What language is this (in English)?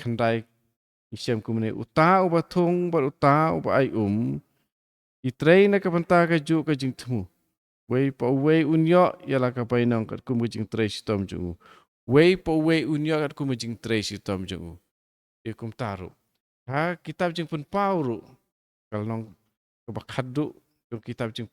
Khasi